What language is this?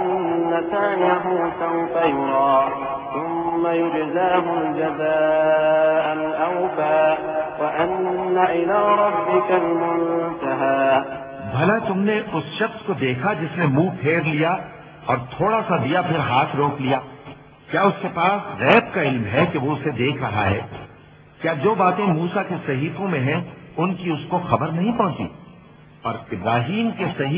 Urdu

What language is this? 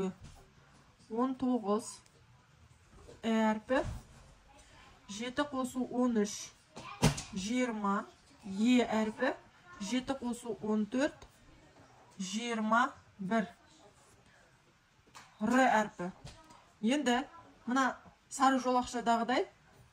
Kazakh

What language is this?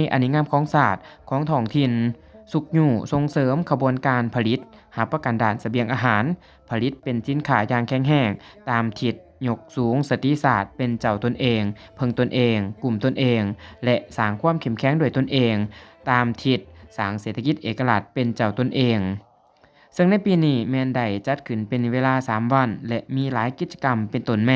Lao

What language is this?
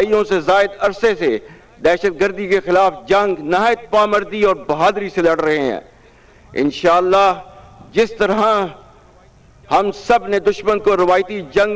Urdu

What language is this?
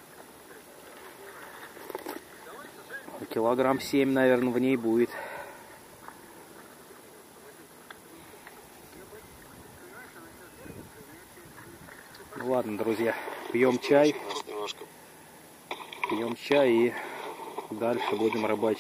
Russian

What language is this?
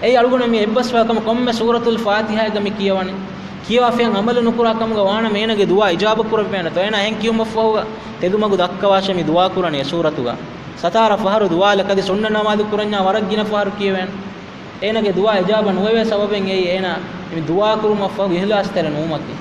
Divehi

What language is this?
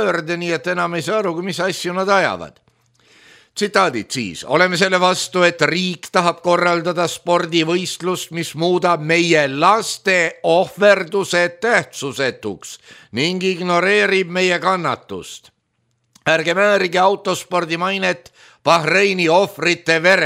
Estonian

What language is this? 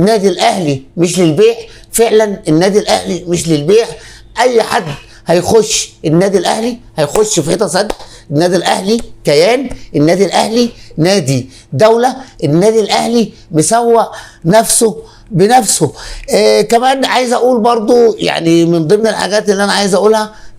Egyptian Arabic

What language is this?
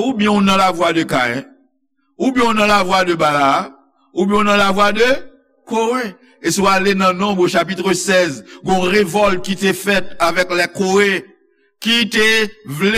Haitian Creole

